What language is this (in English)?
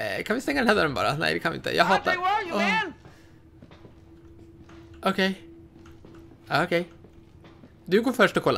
Swedish